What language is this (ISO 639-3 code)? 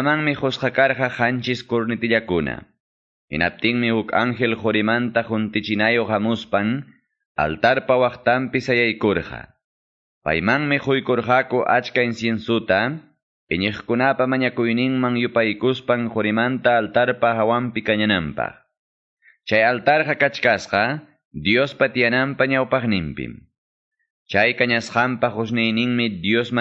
que